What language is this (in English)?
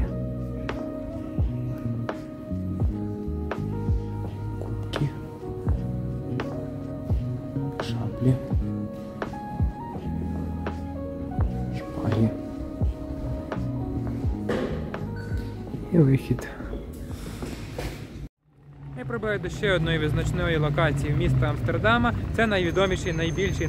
Ukrainian